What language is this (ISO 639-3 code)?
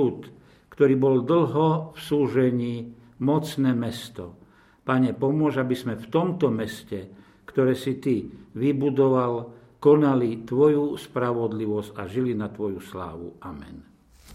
slk